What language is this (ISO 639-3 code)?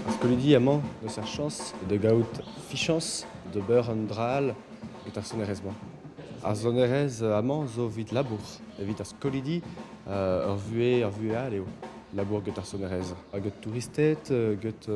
bre